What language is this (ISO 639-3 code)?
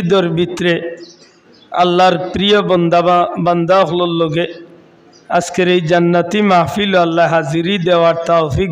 syl